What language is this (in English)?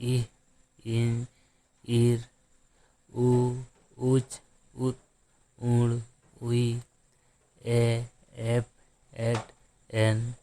Santali